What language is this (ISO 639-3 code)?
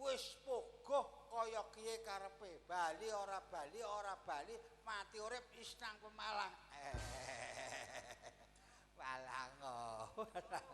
jav